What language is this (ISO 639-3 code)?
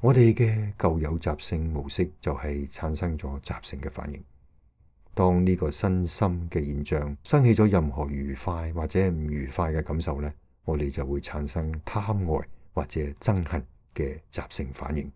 yue